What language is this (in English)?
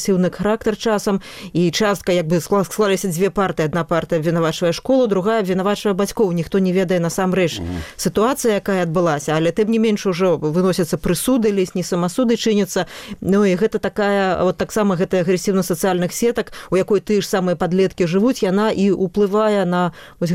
Belarusian